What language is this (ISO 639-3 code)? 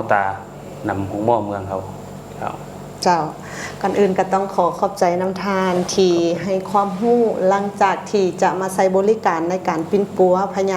lao